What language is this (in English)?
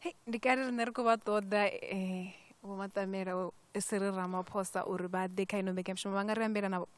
Venda